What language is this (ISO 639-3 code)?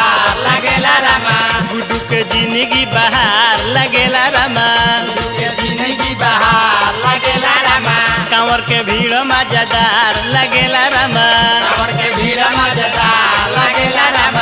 bho